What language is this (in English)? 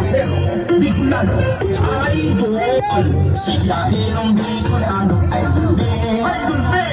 Bikol